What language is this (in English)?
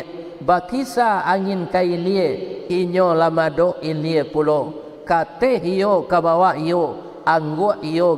Minangkabau